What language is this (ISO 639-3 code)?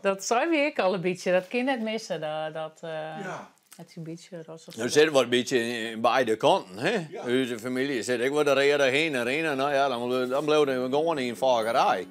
fry